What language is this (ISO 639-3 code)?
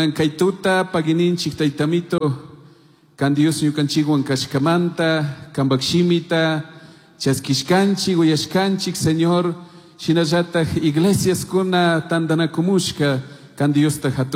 qug